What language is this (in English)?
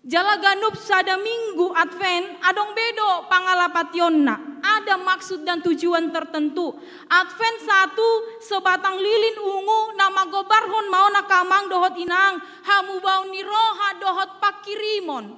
Batak Toba